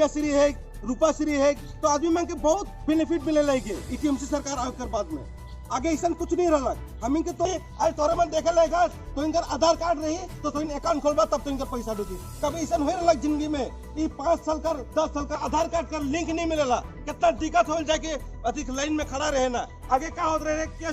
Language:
Sadri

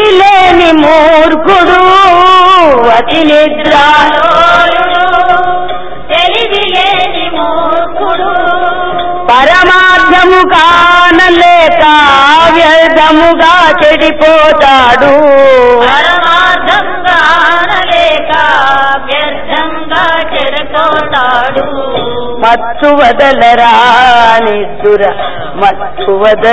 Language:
Telugu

